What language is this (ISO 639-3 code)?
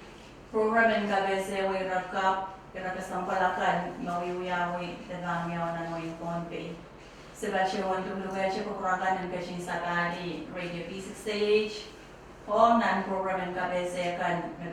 pon